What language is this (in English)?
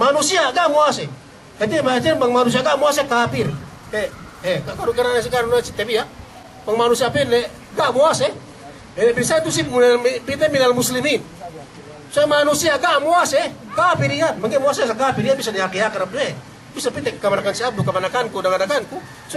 Yakan